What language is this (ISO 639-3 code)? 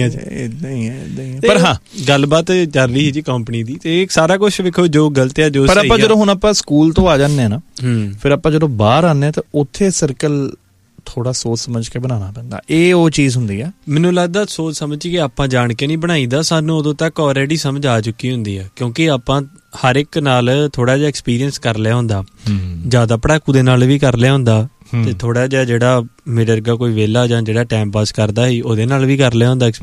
pan